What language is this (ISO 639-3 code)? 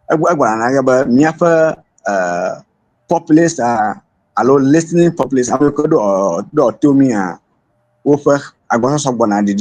ewe